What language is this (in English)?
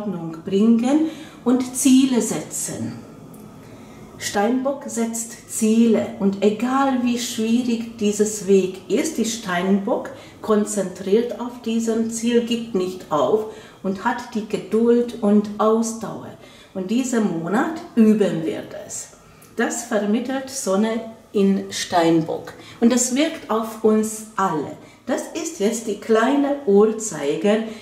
German